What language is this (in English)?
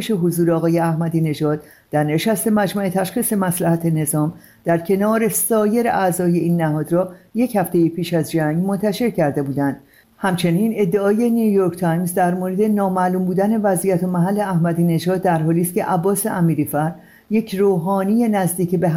Persian